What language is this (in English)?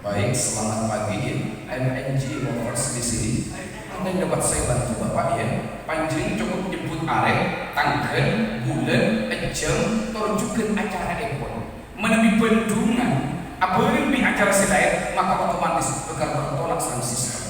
Madurese